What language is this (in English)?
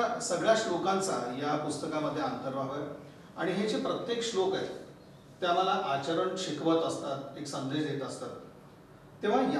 Marathi